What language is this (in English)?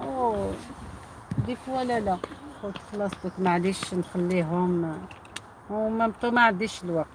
Algerian Arabic